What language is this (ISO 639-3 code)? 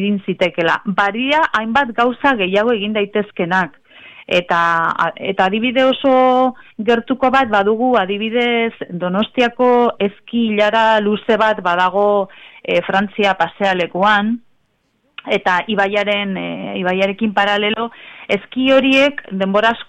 eus